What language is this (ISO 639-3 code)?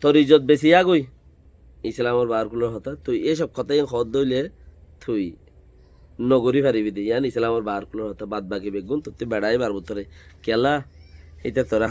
rhg